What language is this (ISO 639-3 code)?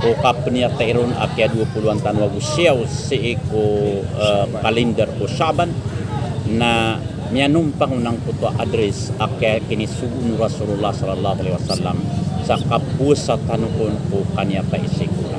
mrw